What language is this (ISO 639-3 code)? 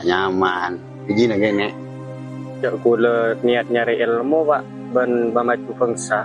mad